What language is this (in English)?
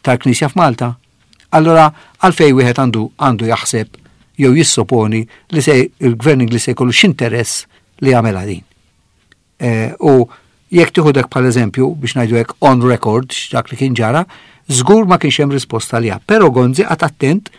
Maltese